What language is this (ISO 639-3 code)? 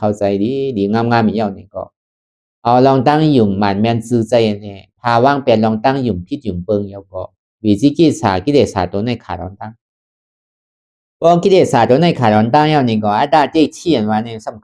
shn